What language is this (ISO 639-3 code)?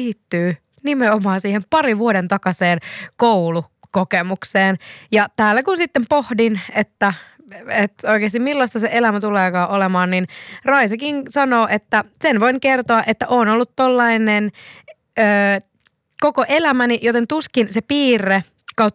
fin